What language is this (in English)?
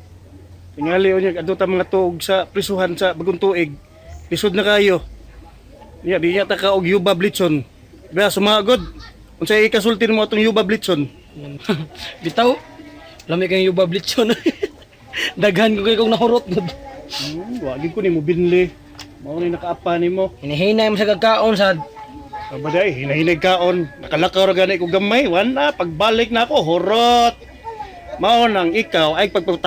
Cebuano